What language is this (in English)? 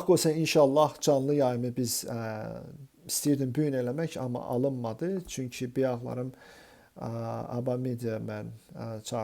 Azerbaijani